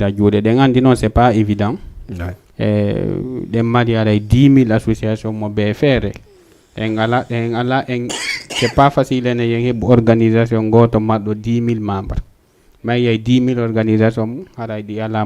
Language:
Fula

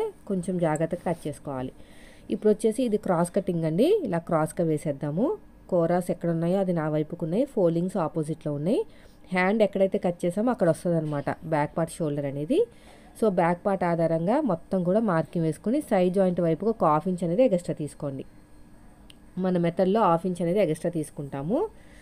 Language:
Telugu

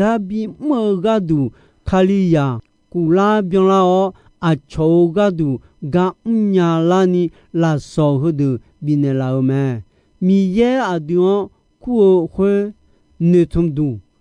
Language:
Akha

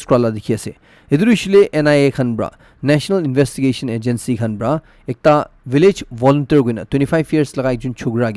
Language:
Naga Pidgin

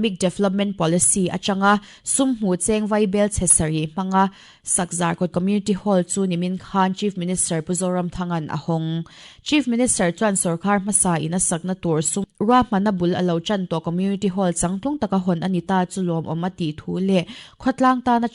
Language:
Mizo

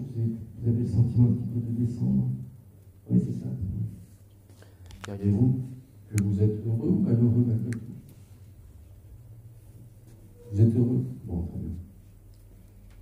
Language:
French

